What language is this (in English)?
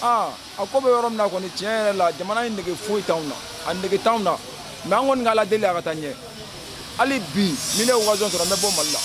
Bambara